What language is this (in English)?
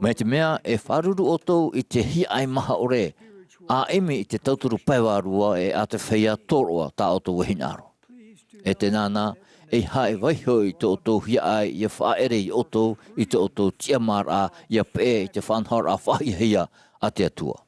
Tahitian